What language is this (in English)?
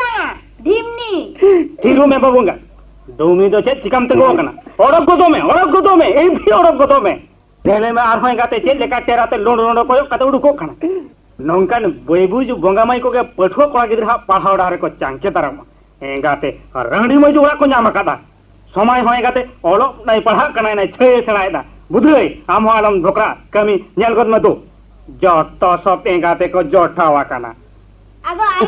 Santali